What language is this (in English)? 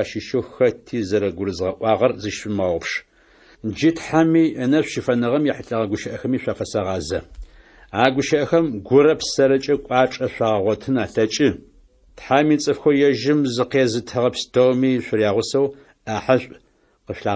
Adyghe